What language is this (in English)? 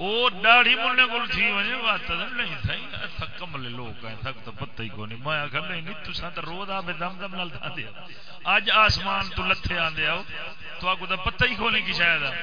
Saraiki